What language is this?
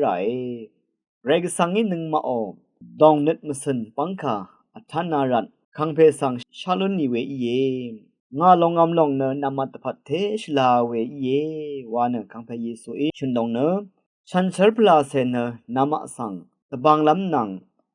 Rawang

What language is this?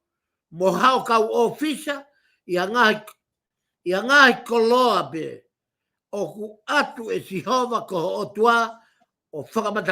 Tongan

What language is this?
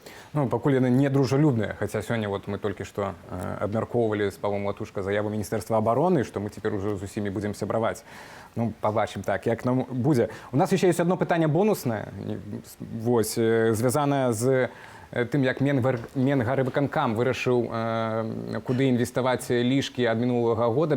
Belarusian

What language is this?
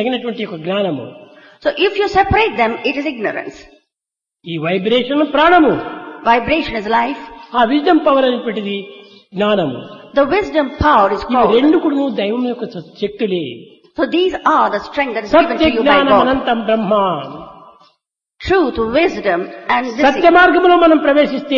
Telugu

